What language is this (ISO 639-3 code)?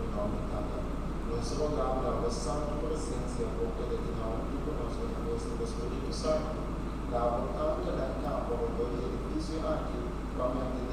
pap